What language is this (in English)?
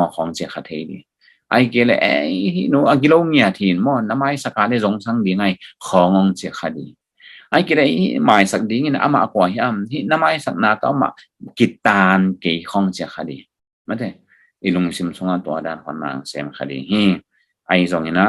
Tedim Chin